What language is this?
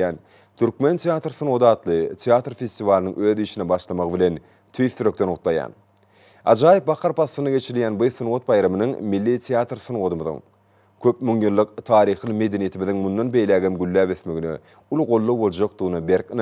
Turkmen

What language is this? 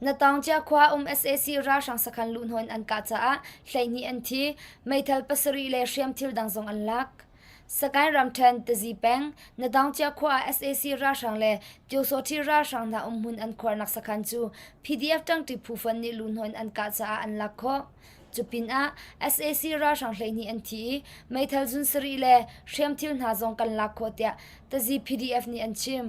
Hakha Chin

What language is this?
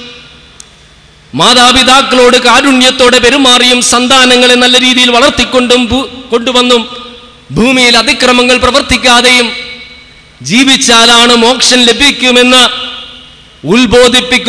Malayalam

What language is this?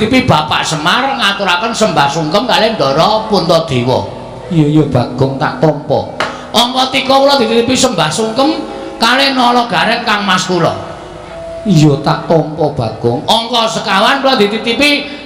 Javanese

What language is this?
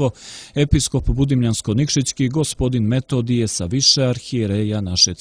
Serbian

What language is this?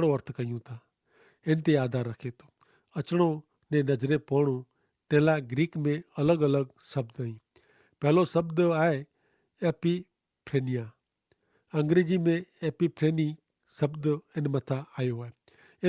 Kachhi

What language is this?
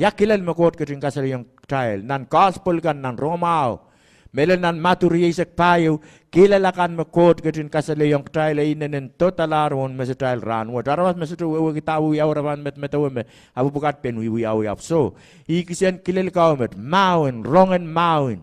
Pohnpeian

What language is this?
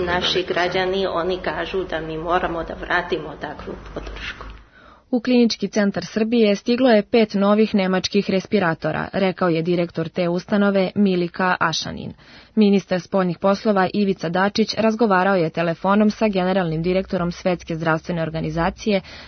Serbian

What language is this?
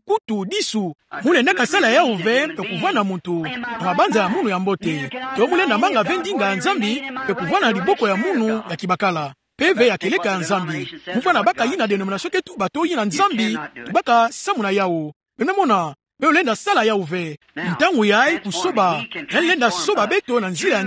Kituba (Democratic Republic of Congo)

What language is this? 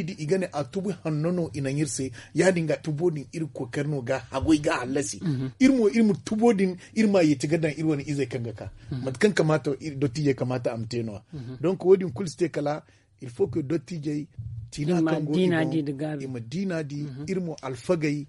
Zarma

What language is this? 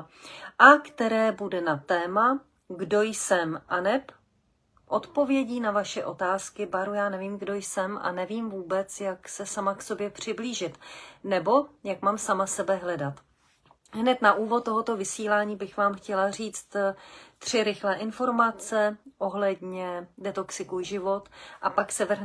Czech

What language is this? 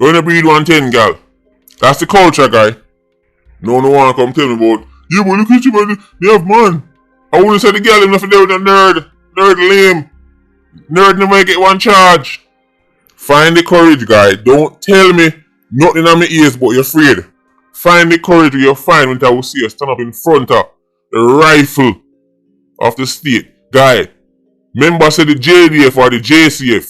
Jamaican Creole English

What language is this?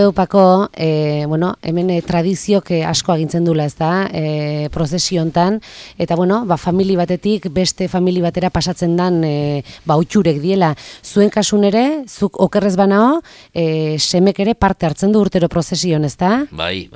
Basque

